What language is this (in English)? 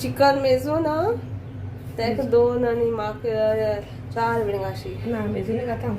Konkani